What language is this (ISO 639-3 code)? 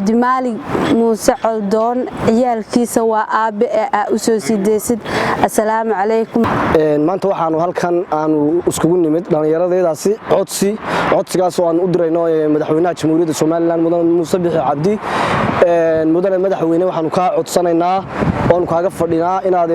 som